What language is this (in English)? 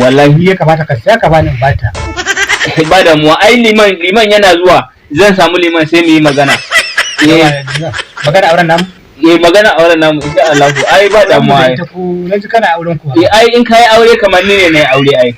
Hausa